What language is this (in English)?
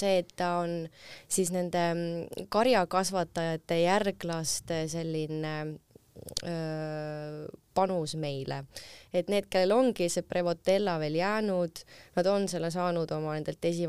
Estonian